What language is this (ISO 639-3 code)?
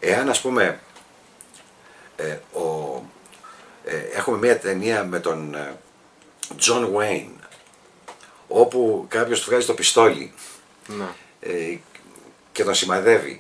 ell